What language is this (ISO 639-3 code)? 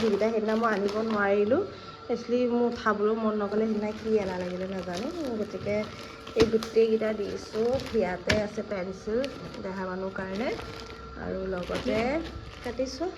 asm